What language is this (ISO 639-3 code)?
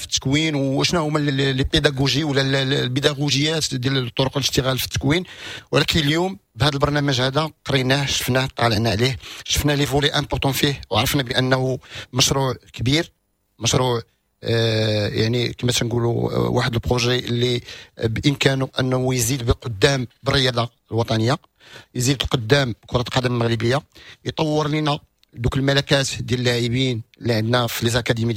ary